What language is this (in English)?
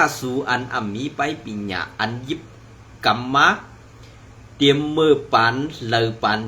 Shan